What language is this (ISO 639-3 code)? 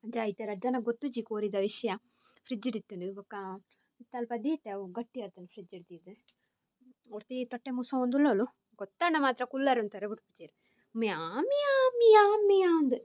tcy